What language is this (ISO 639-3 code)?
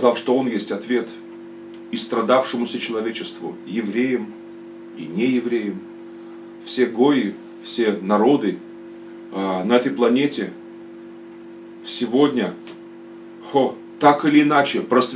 rus